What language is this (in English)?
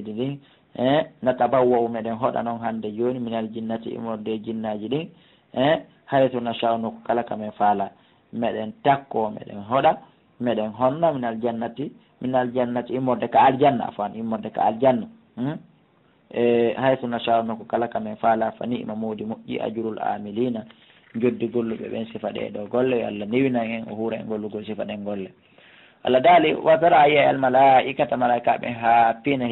Fula